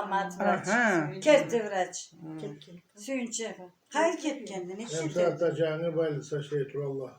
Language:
Karachay-Balkar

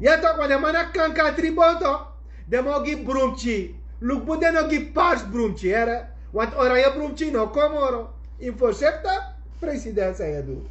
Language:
Sranan Tongo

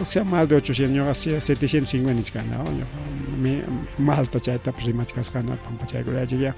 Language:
Ayacucho Quechua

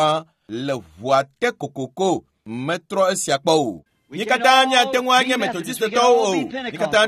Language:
Ewe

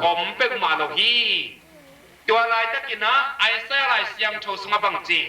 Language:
Tedim Chin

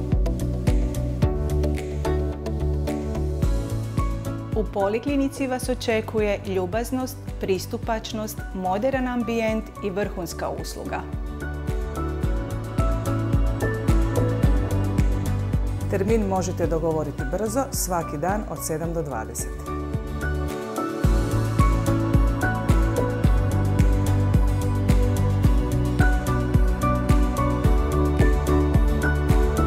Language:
Croatian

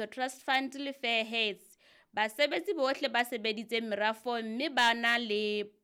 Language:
Southern Sotho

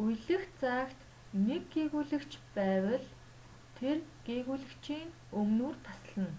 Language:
Mongolian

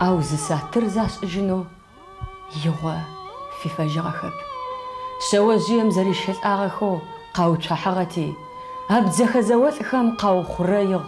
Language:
Adyghe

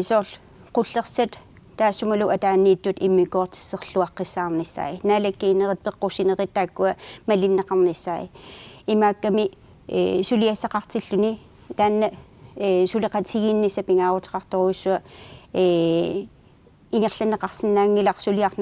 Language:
Kalaallisut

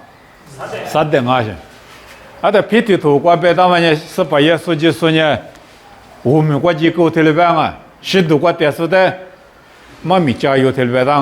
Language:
Lisu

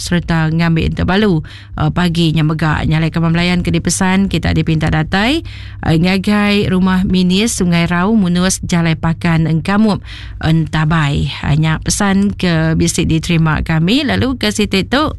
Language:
Iban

